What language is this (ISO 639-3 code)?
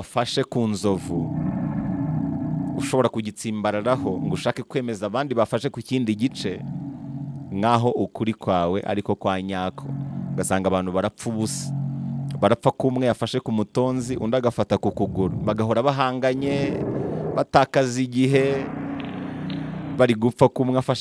kin